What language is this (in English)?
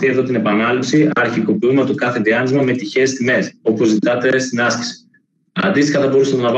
Greek